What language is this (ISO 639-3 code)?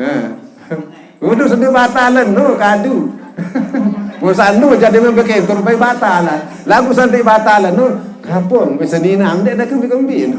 sas